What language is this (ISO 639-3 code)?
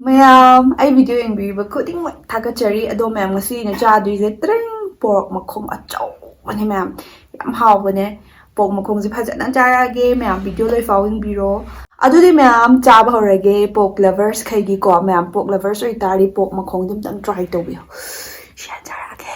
mni